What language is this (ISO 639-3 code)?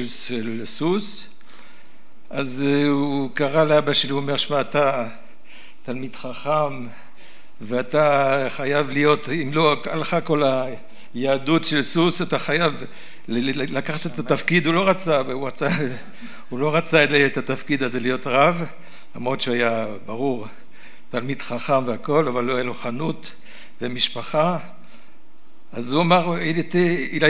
heb